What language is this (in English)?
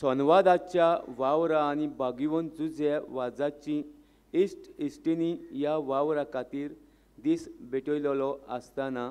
Konkani